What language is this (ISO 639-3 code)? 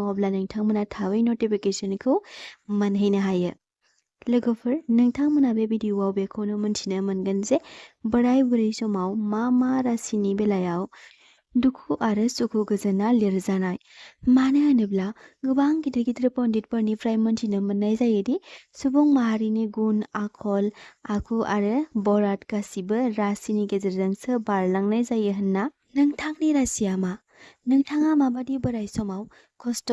brx